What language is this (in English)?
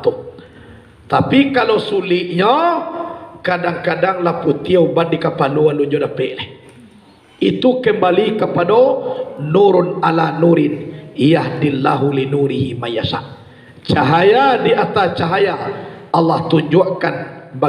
Minangkabau